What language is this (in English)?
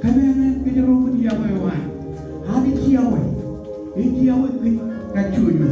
Marshallese